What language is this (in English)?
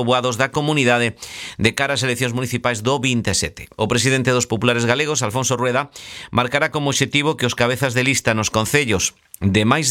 Galician